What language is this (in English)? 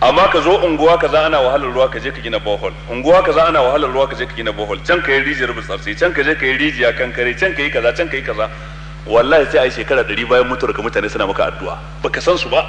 Hausa